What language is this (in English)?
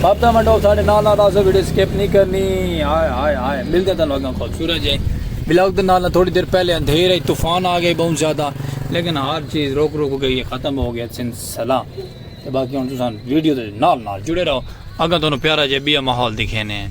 Saraiki